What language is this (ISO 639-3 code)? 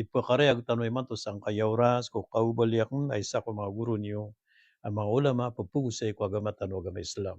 mrw